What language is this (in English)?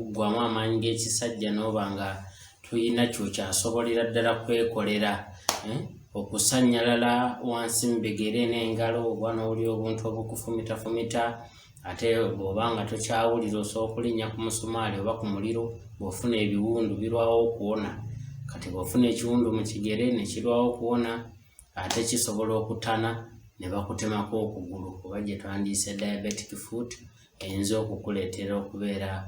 Ganda